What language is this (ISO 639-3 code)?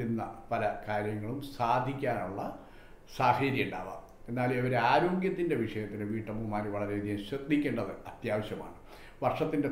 mal